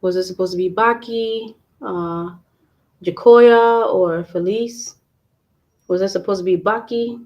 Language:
Acoli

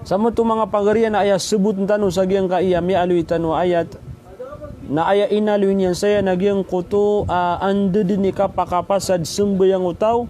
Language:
Maranao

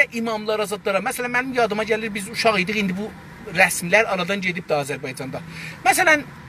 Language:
South Azerbaijani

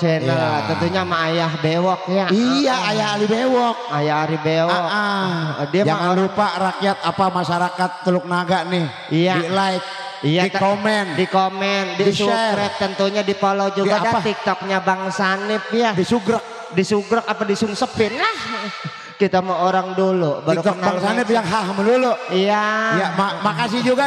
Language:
Betawi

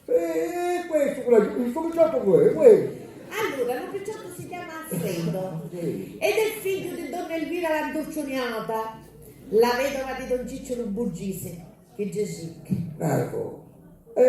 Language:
Sicilian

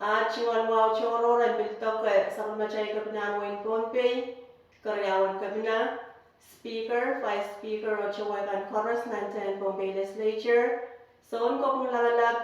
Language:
Pohnpeian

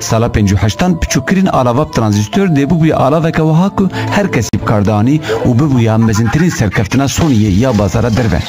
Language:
Kurdish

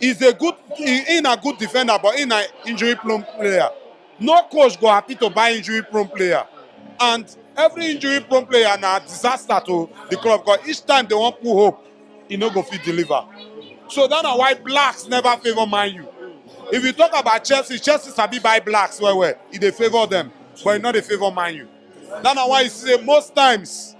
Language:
Nigerian Pidgin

